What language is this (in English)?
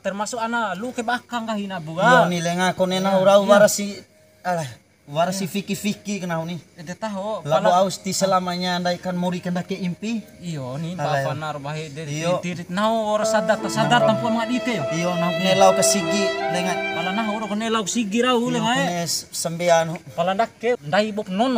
Bima